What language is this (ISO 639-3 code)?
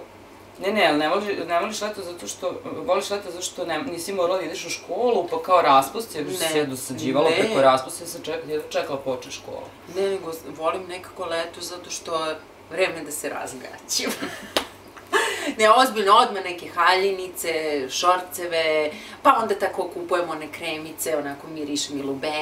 srp